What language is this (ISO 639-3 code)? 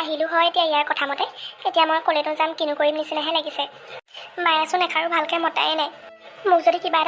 asm